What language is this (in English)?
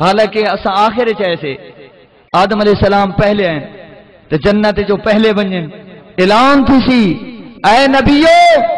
Saraiki